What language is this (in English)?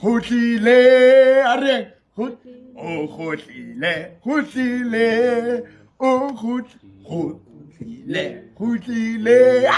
Southern Sotho